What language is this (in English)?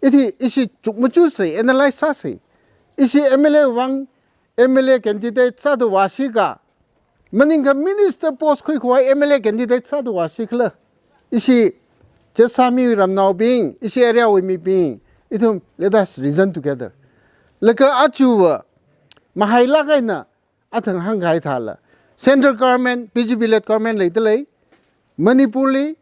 Tangkhul Naga (India)